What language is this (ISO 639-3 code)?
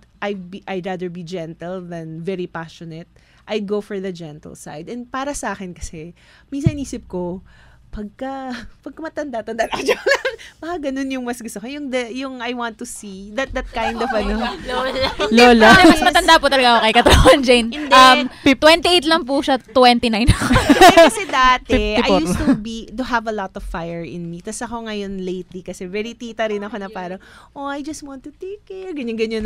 fil